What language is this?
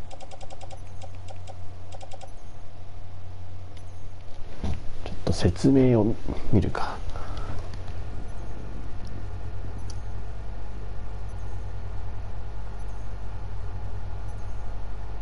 Japanese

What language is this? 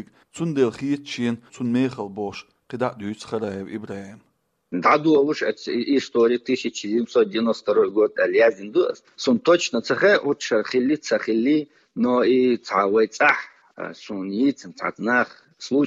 Chechen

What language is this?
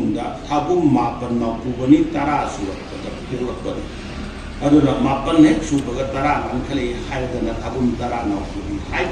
Manipuri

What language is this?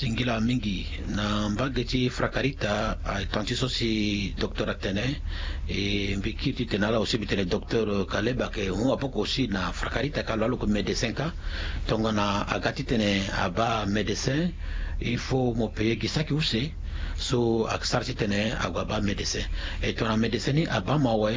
Sango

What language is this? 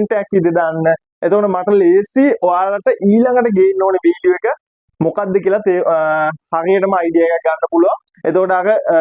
Sinhala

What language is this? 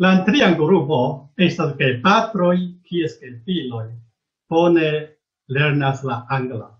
Esperanto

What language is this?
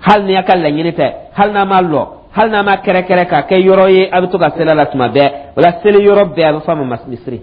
Dyula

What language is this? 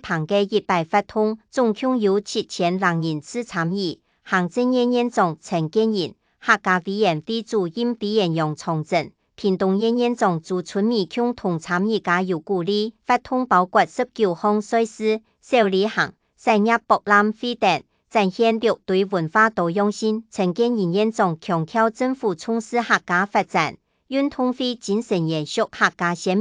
Hakka Chinese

